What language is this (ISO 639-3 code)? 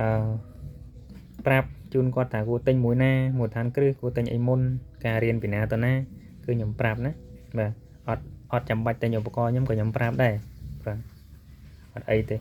khm